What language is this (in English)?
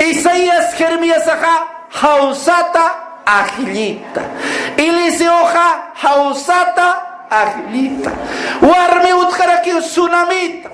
Aymara